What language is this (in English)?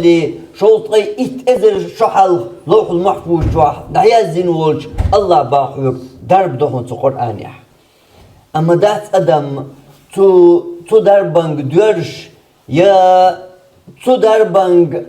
Chechen